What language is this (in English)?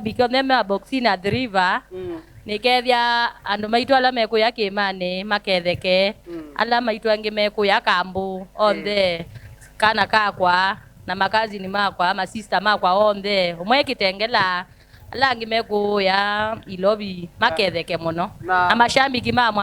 Kamba